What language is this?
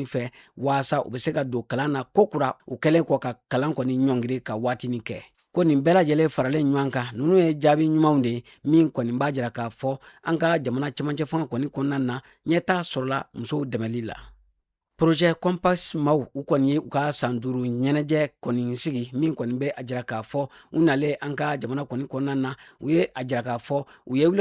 Bambara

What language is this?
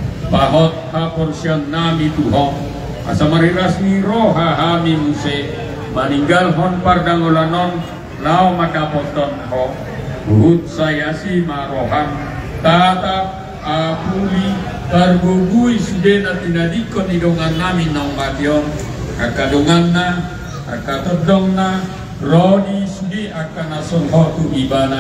Batak Toba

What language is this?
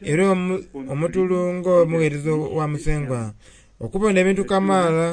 Soga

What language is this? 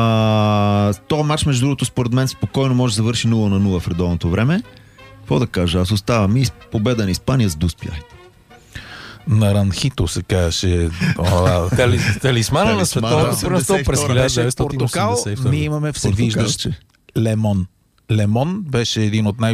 Bulgarian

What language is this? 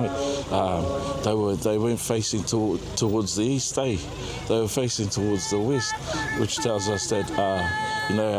Māori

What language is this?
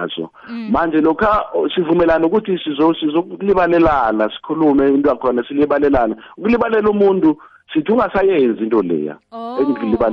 South Ndebele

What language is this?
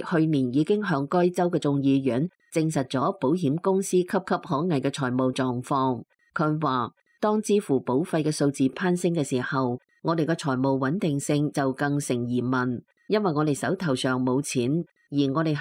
Cantonese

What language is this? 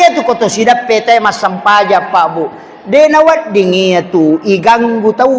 Buginese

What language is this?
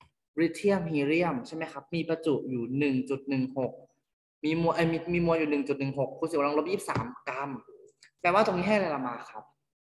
Thai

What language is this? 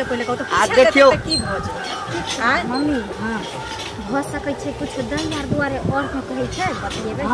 Maithili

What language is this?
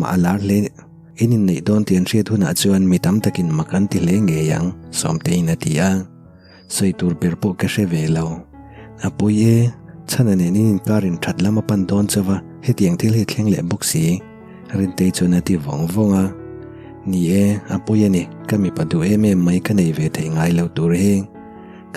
Mizo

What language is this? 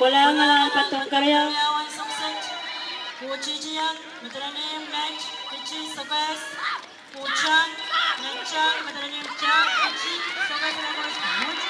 Pohnpeian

